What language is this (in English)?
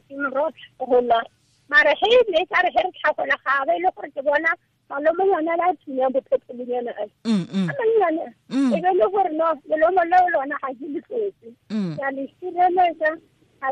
Tswana